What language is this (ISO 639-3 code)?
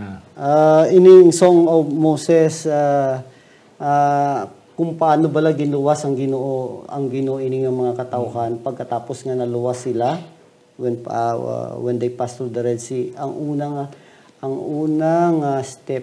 hil